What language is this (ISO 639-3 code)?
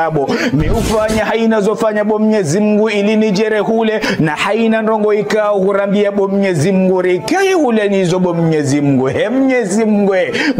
zdj